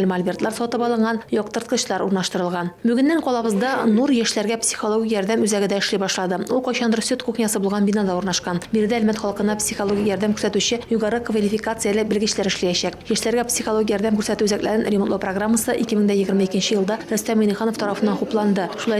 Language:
Tatar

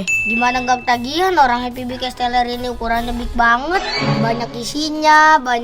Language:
Betawi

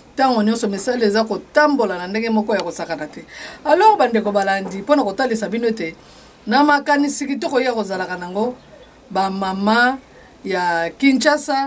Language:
Lingala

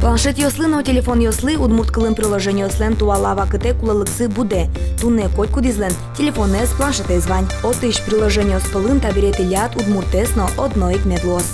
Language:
Udmurt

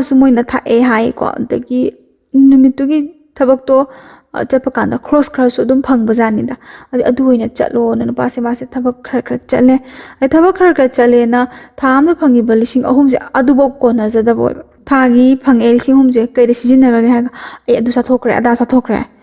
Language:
Manipuri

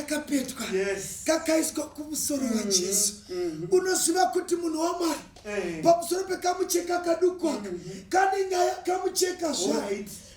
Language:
Shona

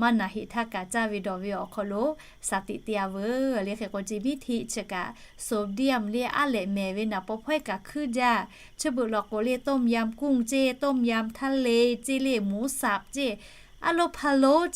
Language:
Lahu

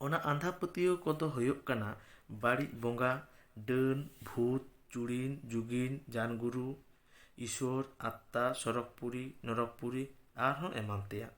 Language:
Santali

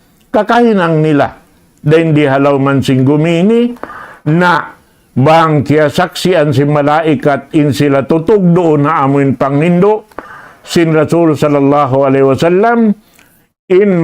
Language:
Tausug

